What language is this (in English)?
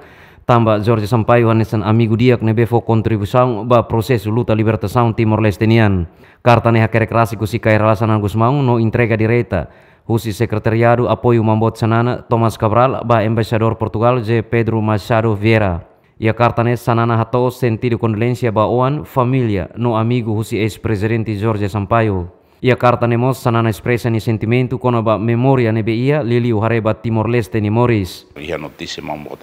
Tetum